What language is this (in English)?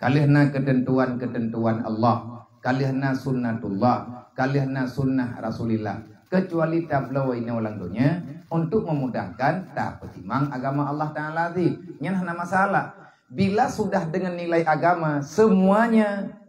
Achinese